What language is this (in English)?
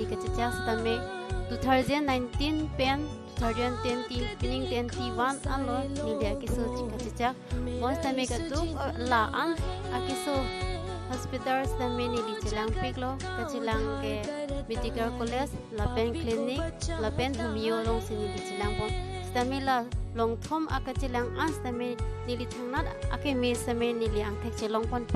Karbi